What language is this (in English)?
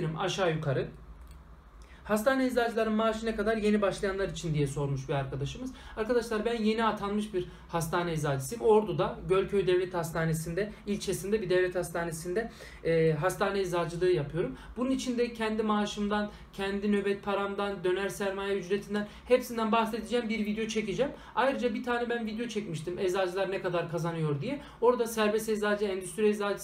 Turkish